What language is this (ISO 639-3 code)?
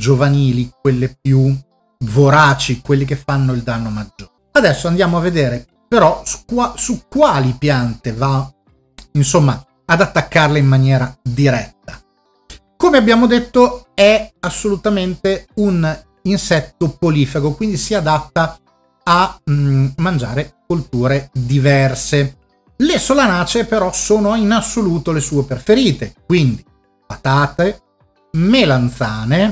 ita